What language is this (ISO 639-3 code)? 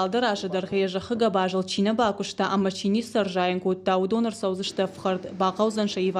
oss